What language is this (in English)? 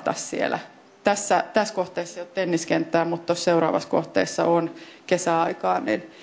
Finnish